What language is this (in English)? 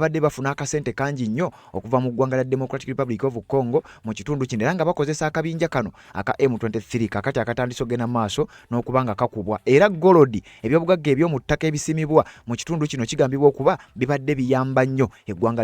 Ganda